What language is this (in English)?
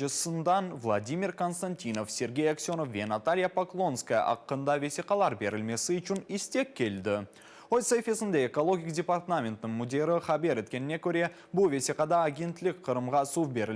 Crimean Tatar